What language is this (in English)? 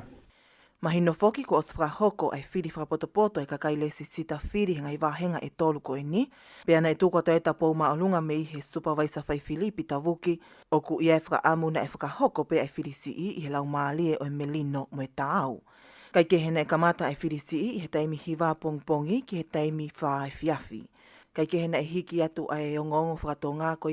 Tongan